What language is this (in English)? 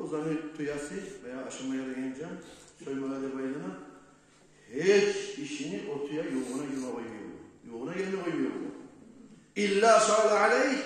Kumyk